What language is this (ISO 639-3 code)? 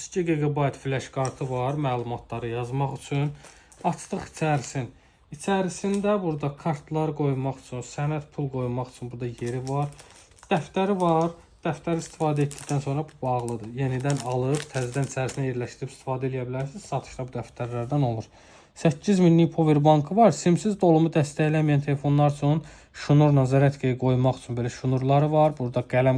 aze